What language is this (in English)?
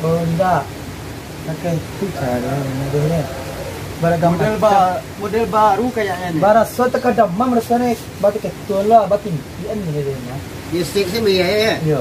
Minangkabau